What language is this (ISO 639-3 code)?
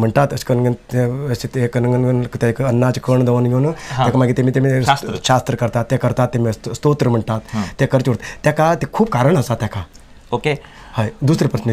kok